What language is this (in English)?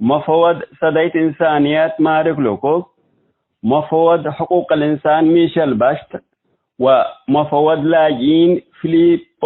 Tigre